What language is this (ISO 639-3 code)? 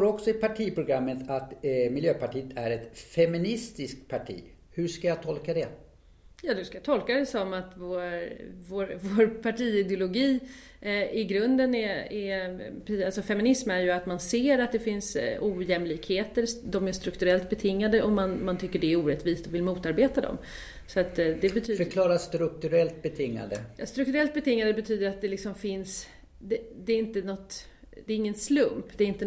swe